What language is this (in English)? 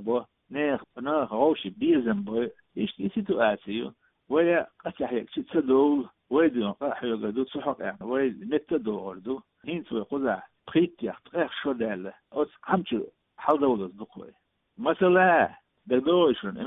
Chechen